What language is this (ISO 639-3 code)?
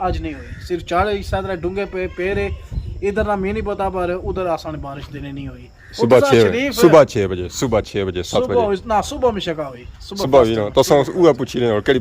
phr